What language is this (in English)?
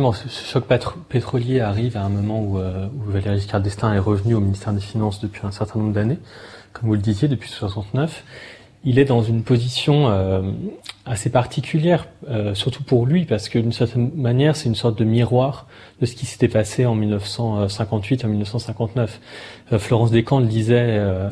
French